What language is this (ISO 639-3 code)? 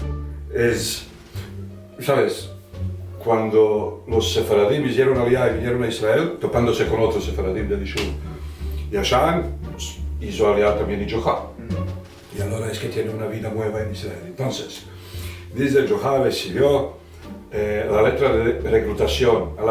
lad